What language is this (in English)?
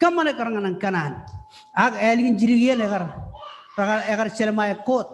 Marshallese